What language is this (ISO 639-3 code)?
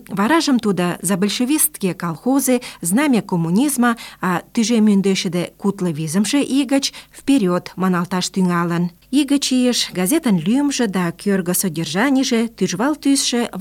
chm